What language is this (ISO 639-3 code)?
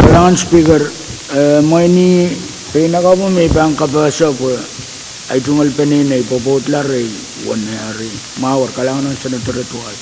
pon